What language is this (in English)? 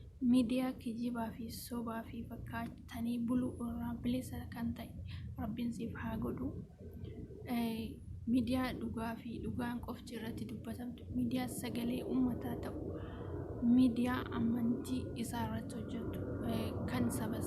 Oromo